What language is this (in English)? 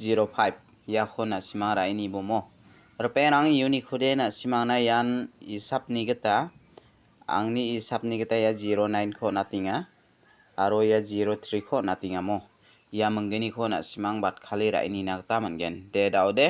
Garo